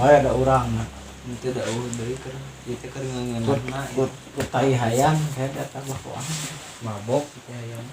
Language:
Sundanese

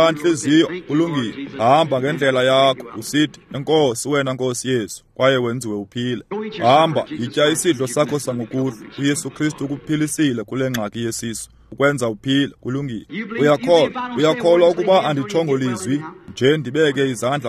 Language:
Xhosa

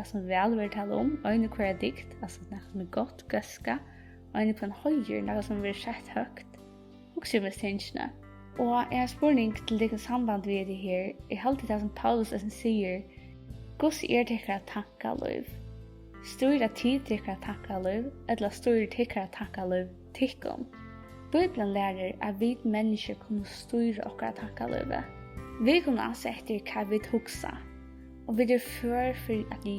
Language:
Faroese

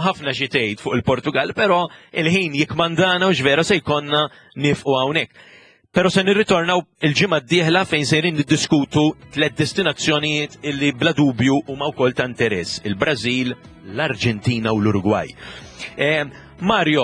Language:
Maltese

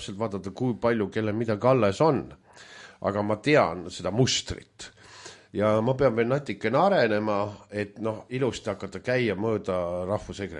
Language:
Estonian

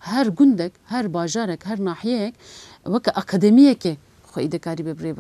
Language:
Kurdish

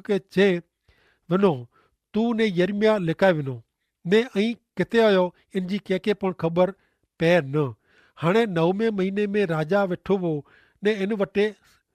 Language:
Kachhi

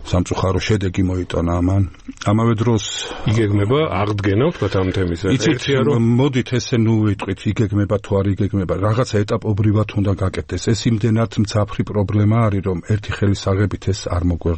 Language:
Georgian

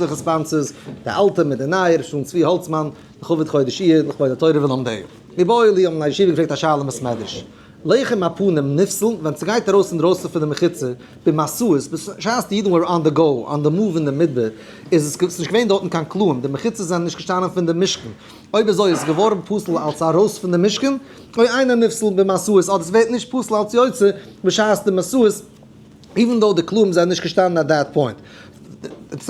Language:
Yiddish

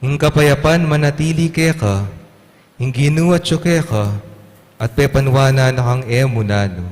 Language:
Pampanga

